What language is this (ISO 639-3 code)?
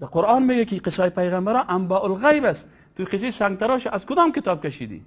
fas